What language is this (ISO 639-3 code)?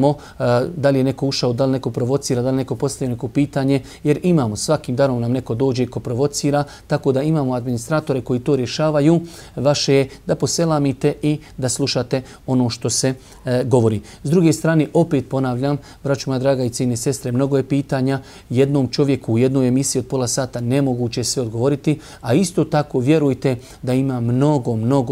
bos